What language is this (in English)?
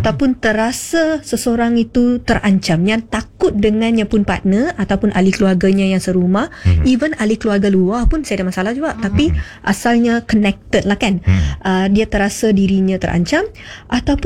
Malay